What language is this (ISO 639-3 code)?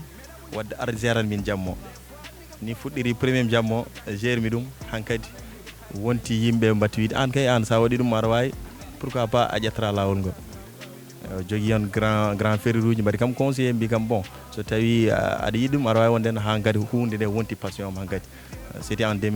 ful